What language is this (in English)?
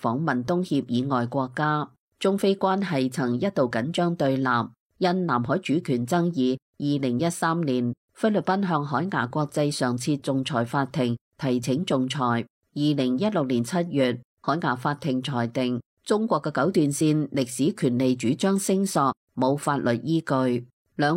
Cantonese